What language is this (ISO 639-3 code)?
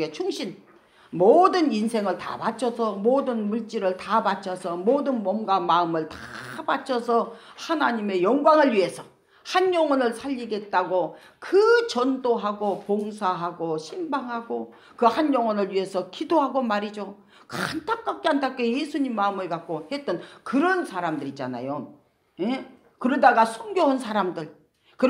kor